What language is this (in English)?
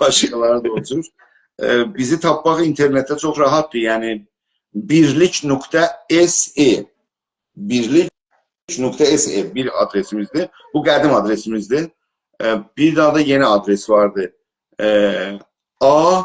South Azerbaijani